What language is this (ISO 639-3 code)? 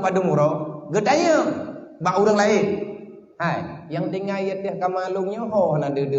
ace